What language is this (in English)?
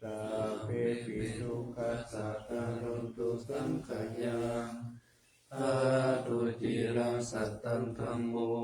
Pali